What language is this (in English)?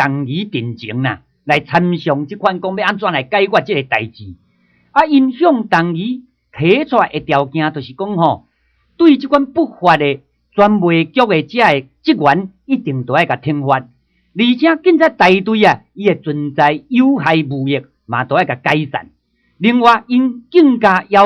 Min Nan Chinese